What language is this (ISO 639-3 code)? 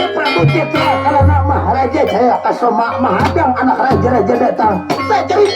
bjn